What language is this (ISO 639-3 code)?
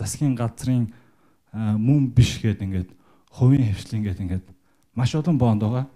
mon